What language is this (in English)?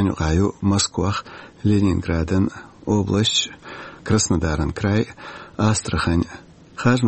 Chechen